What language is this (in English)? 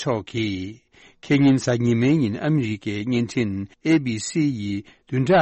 Tibetan